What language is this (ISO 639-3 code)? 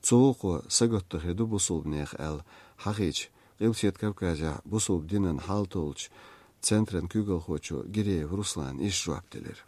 che